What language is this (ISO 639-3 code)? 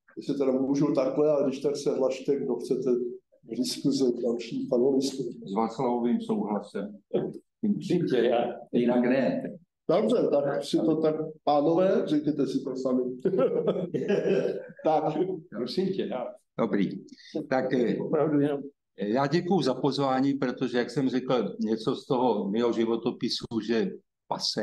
ces